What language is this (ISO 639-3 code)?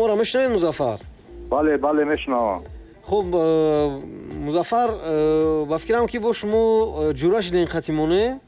tgk